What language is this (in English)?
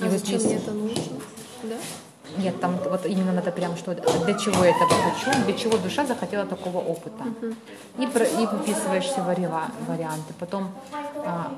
Russian